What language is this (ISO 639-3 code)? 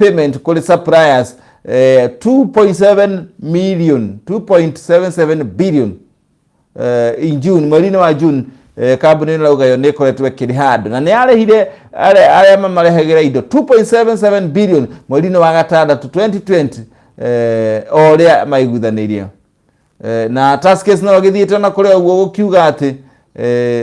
kik